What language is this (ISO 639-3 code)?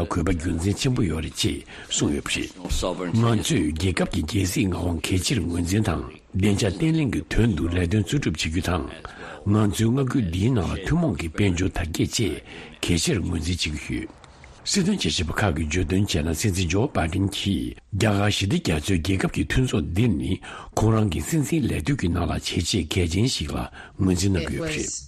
bod